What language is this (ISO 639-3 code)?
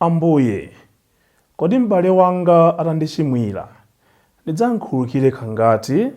nya